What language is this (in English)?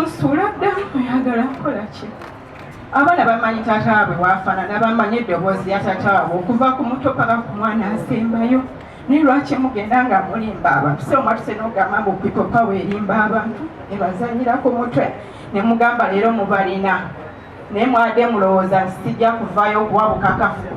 Ganda